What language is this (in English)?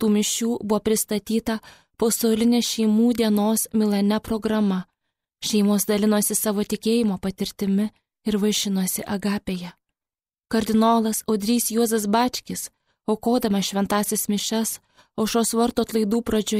Lithuanian